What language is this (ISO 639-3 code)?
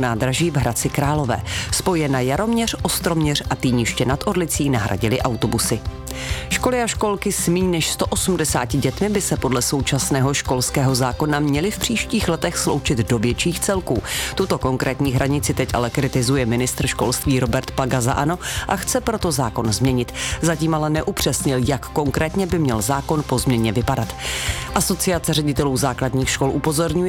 ces